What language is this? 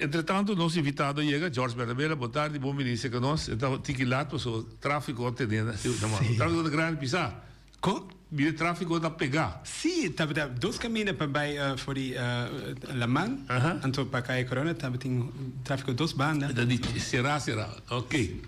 Papiamento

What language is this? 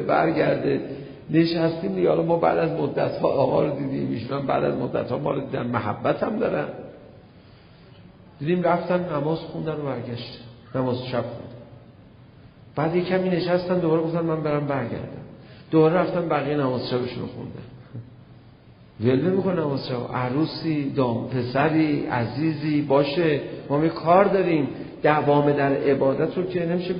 Persian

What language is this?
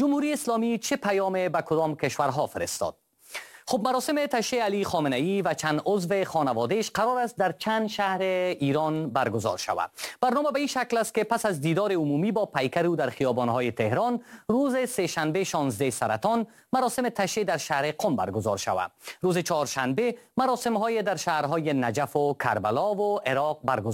Persian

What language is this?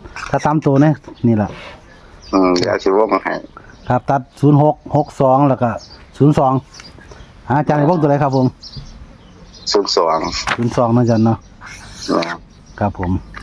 Northeastern Thai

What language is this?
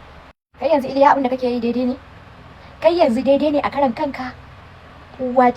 Hausa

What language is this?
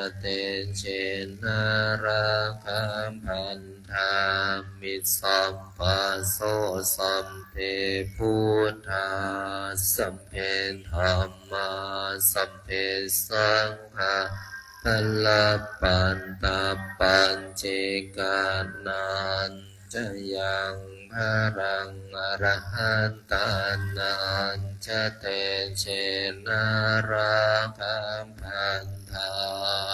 Pali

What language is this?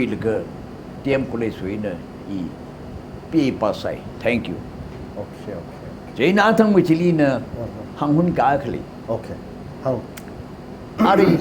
Tangkhul Naga (India)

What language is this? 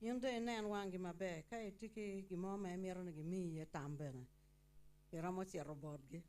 Acoli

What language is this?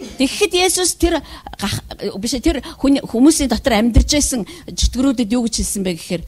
Mongolian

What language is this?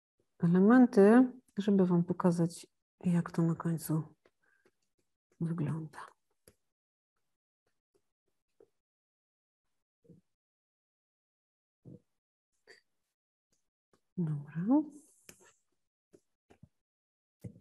Polish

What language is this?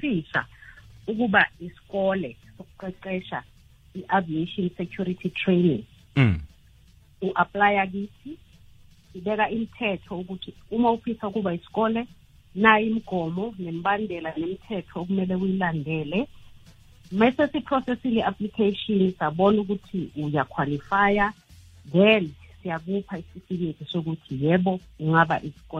South Ndebele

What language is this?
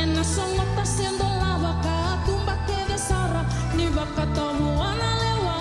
Fijian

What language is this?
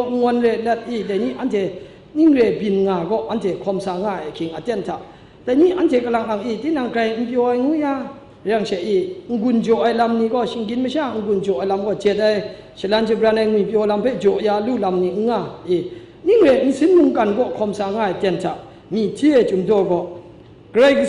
Kachin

